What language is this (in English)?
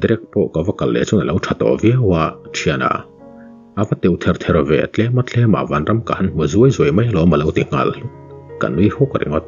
Mizo